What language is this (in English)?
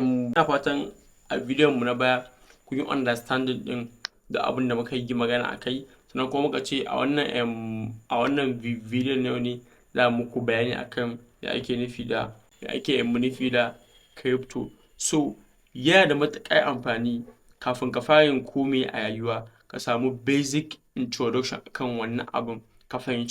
Hausa